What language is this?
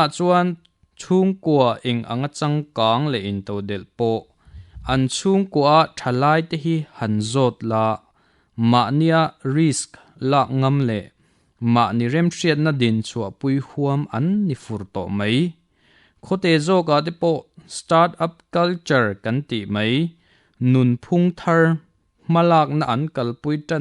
Mizo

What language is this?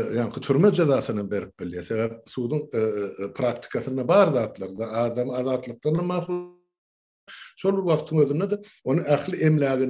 Turkmen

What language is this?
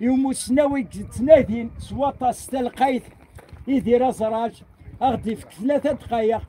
Kabyle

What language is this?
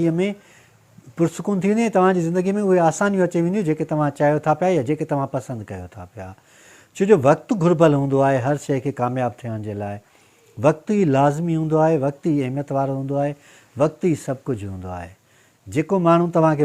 Sindhi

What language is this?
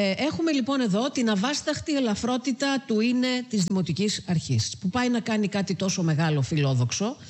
Greek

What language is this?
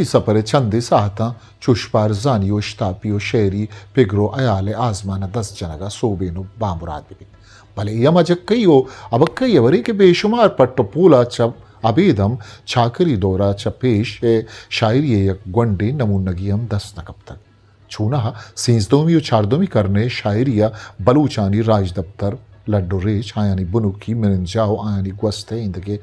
Eastern Balochi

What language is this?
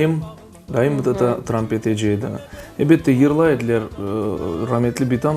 Crimean Tatar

